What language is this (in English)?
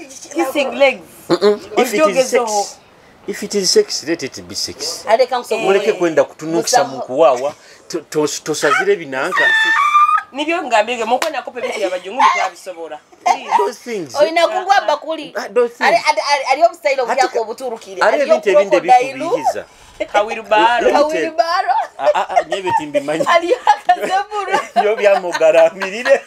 Nyoro